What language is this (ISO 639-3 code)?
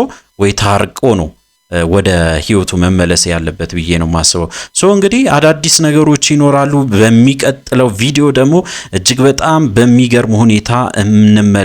amh